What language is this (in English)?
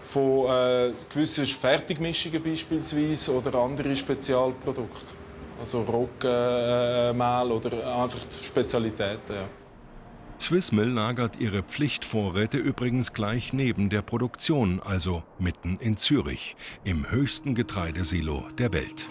Swiss German